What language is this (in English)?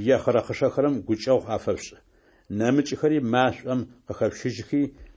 Adyghe